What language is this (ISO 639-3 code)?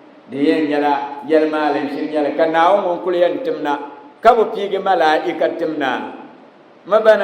dag